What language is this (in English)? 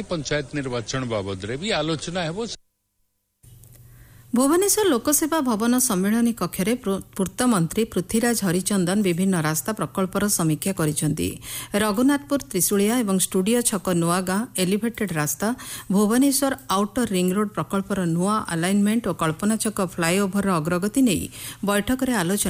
Odia